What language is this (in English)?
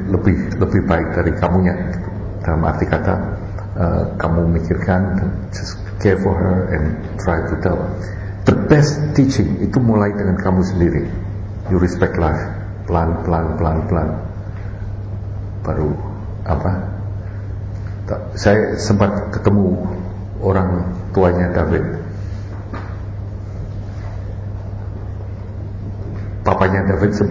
Indonesian